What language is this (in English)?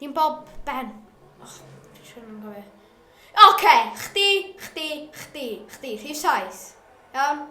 Welsh